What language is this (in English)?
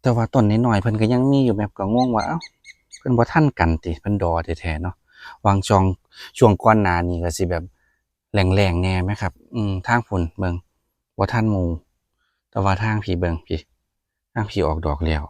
Northeastern Thai